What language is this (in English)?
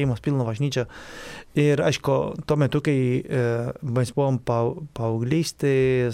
Lithuanian